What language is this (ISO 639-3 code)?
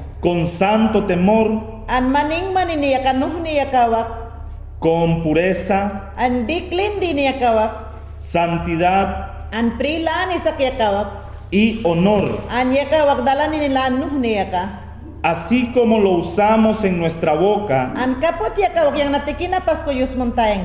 yan